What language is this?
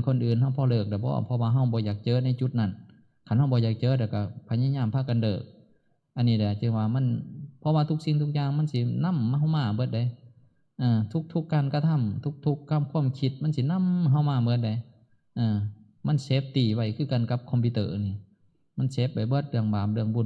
Northeastern Thai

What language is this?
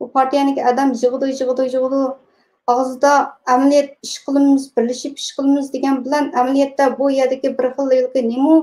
Uyghur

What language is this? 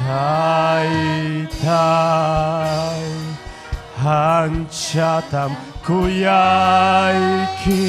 Ayacucho Quechua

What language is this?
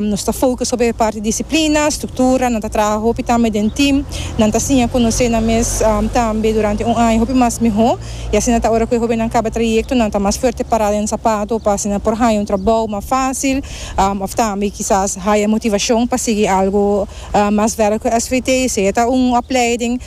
Papiamento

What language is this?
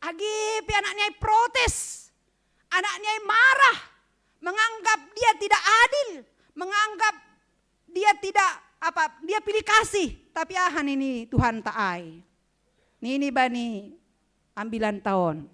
Batak Simalungun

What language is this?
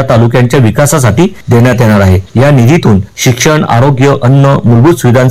Marathi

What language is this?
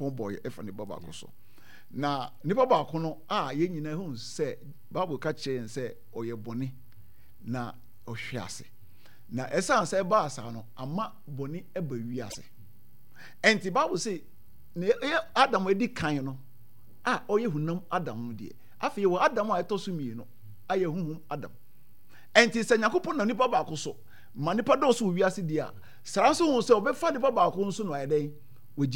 Akan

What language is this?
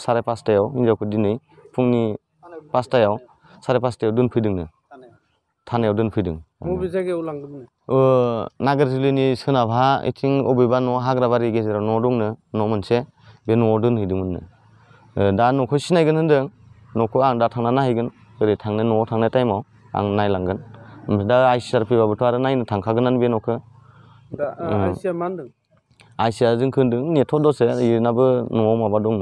Bodo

